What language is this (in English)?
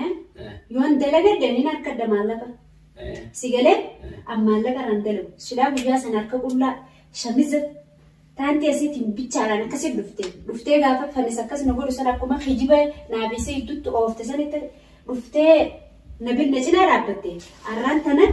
Oromo